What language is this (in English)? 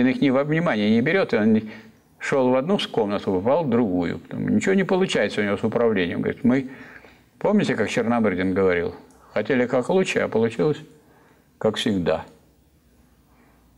Russian